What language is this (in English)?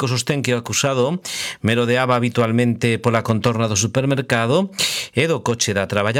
Galician